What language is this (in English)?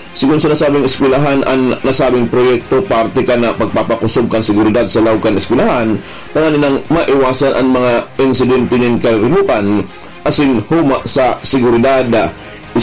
Bikol